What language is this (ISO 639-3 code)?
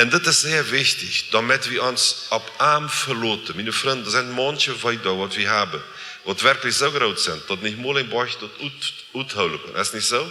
pdt